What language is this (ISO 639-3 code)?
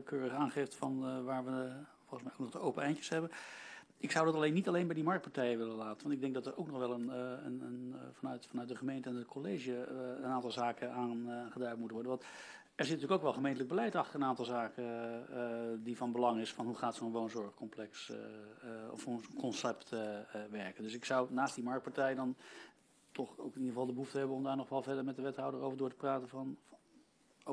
nld